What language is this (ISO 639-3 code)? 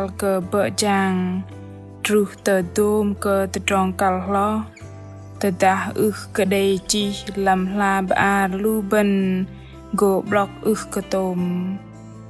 bdq